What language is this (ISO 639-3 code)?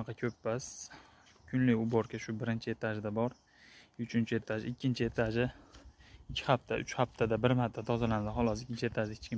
uzb